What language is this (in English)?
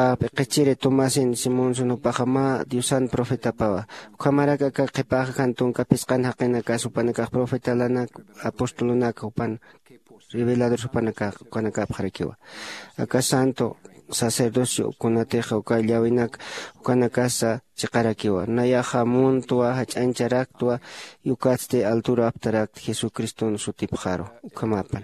Aymara